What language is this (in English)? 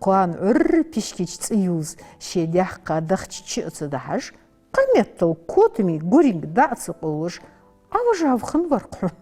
Ingush